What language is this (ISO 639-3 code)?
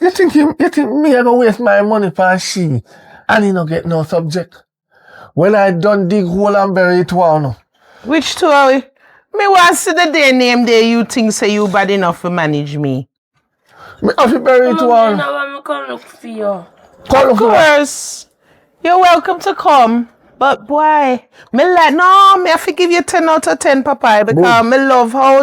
jam